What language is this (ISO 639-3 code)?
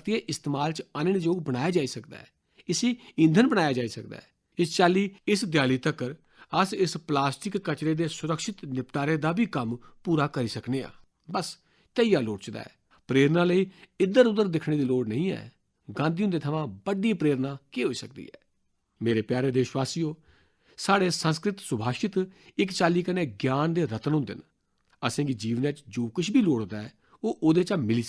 doi